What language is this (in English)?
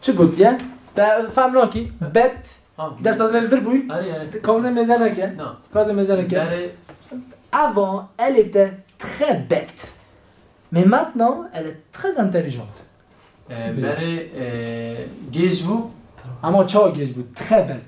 Kurdish